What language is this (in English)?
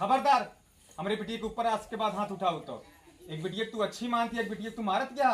Awadhi